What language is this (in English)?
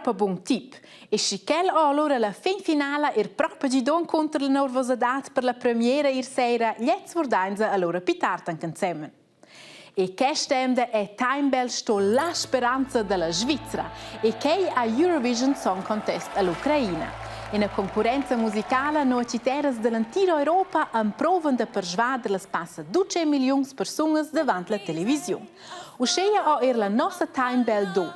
Romansh